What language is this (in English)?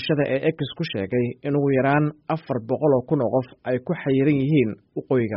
Somali